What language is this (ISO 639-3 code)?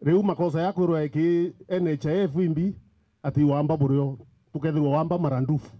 mer